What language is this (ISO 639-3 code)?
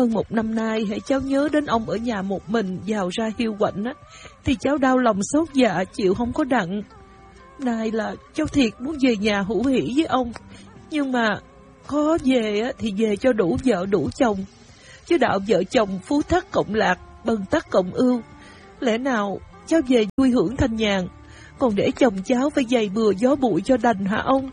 vie